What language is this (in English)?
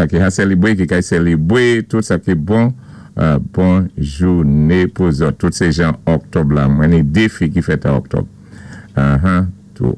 Saint Lucian Creole French